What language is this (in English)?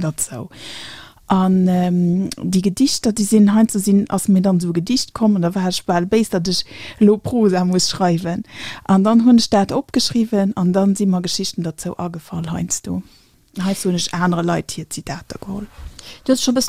Luxembourgish